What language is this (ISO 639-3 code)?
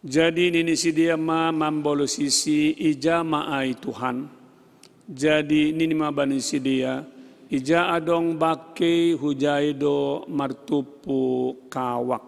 bts